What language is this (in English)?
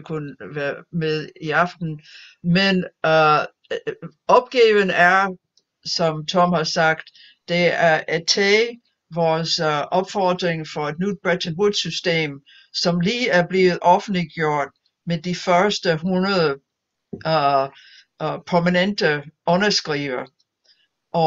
Danish